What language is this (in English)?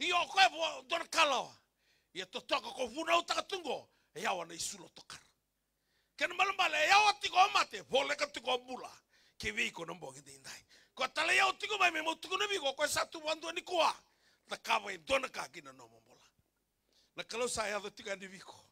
Fijian